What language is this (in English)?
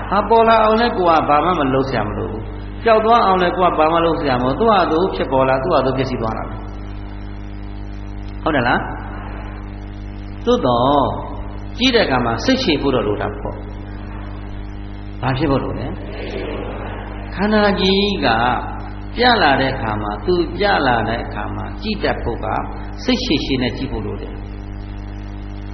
Burmese